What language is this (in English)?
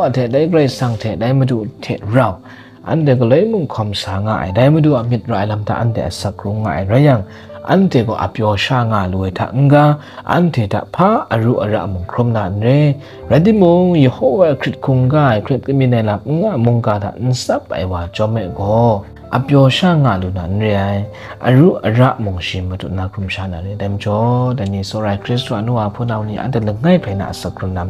Kachin